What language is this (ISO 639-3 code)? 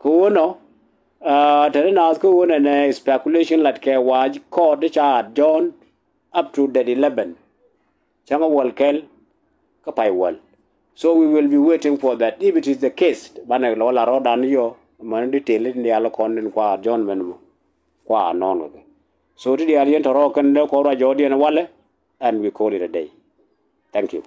nus